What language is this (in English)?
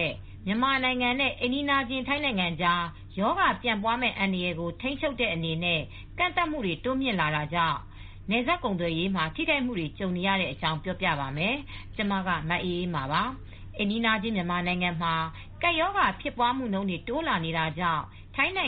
Burmese